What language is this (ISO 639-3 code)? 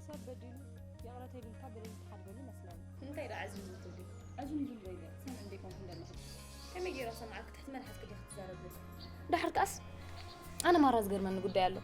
tir